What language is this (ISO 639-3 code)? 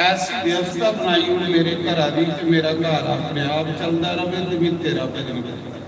doi